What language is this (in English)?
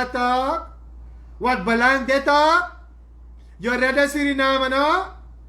Sranan Tongo